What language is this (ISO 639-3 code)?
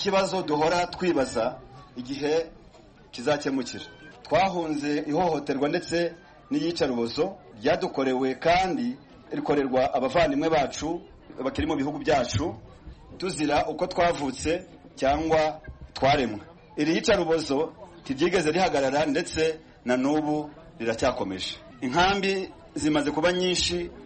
kin